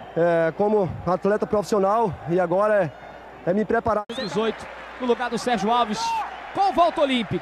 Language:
Portuguese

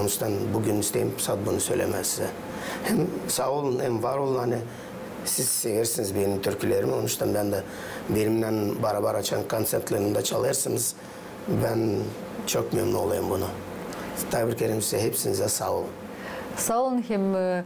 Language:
Gagauz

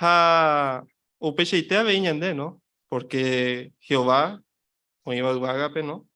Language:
Guarani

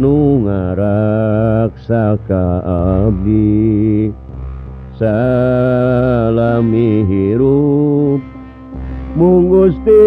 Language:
Sundanese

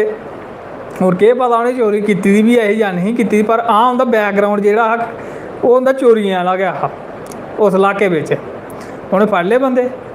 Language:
Dogri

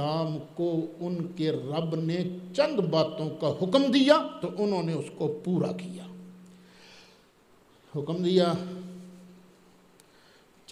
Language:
Urdu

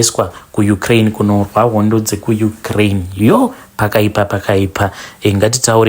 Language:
Shona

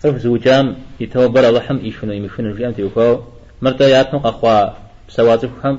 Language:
Kabardian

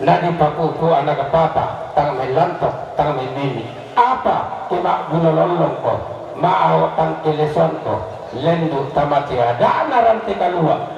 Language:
Toraja-Sa'dan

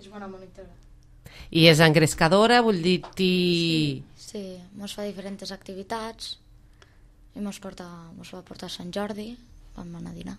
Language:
Catalan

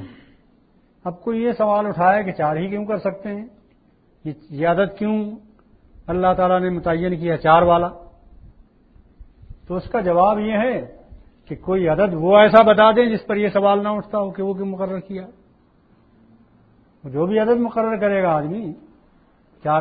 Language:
Urdu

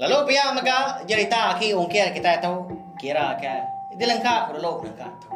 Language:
Iban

